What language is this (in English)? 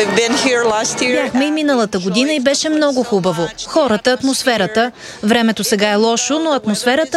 Bulgarian